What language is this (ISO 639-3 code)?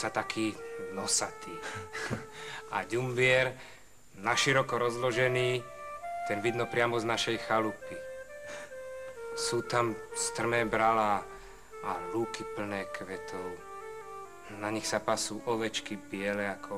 slk